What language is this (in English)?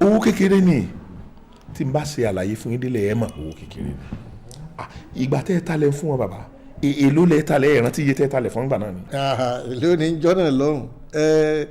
Yoruba